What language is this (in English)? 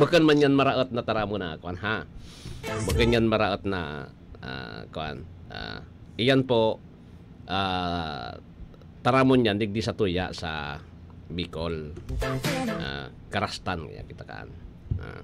Bikol